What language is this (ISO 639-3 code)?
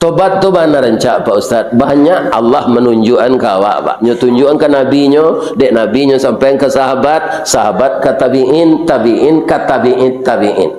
min